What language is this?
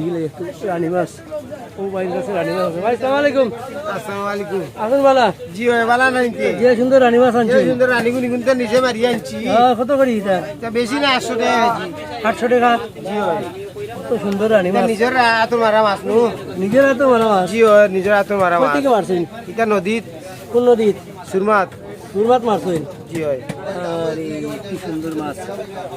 Sylheti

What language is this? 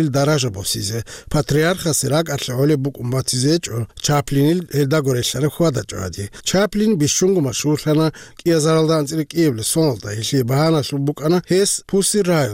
Avaric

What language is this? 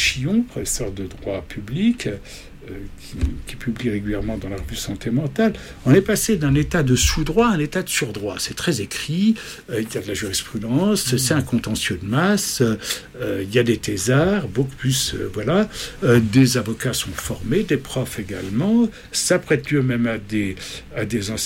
French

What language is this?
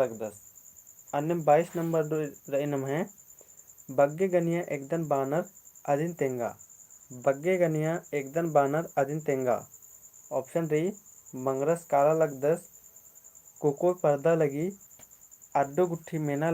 Kurukh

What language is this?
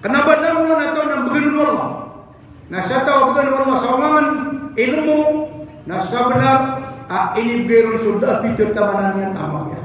Maranao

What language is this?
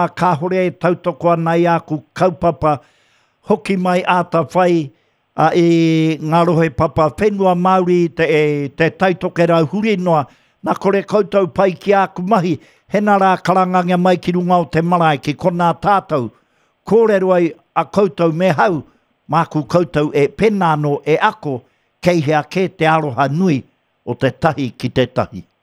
Māori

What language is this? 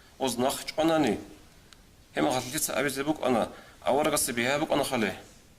Avaric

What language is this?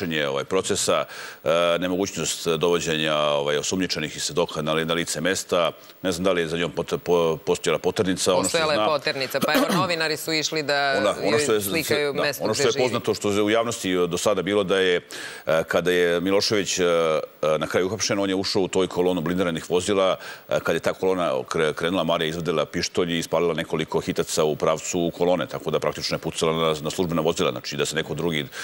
Serbian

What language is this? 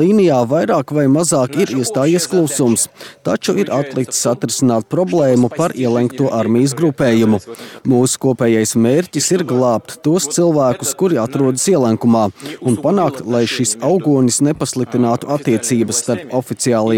Latvian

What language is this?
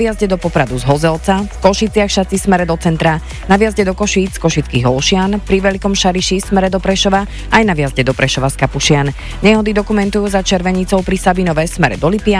Slovak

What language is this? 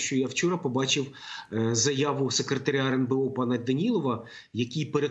Ukrainian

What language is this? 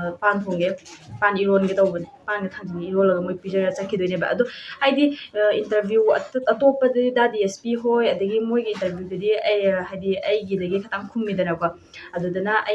Manipuri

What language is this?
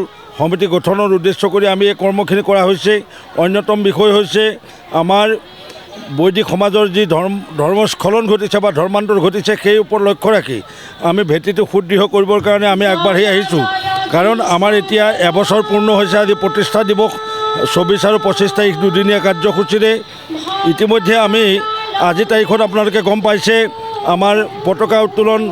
Assamese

